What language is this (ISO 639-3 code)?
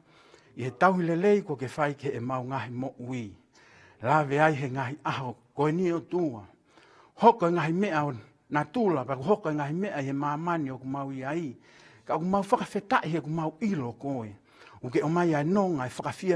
ton